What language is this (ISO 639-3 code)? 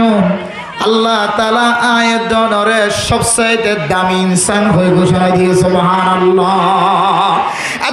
rhg